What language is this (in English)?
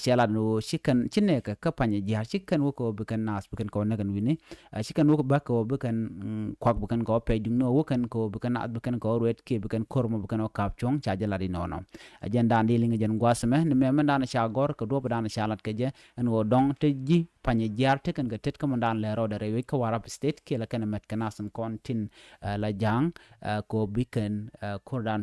Nuer